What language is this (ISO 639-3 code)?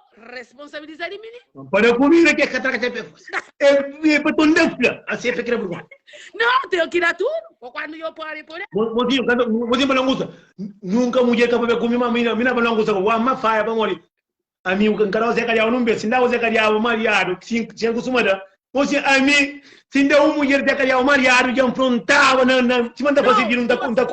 kea